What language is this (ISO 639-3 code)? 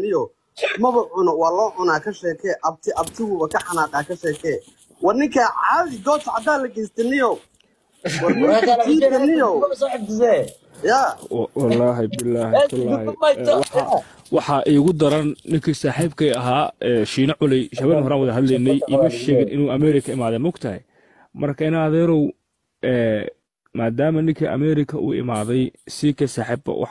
som